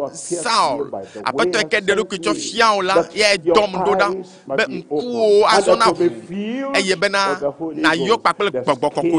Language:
Ewe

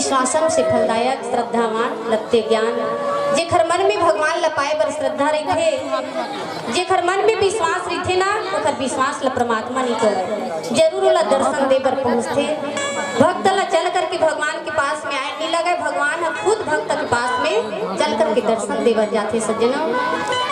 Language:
Chhattisgarhi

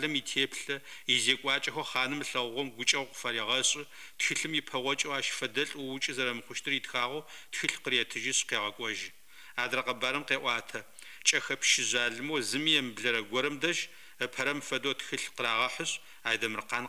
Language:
Adyghe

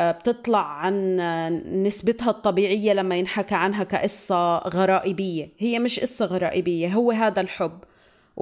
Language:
North Levantine Arabic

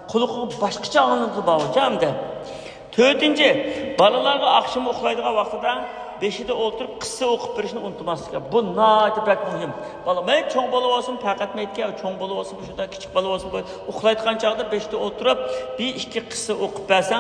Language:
Uyghur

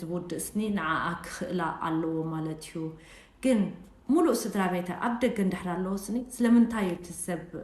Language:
Tigrinya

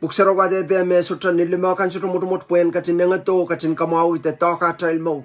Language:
Pohnpeian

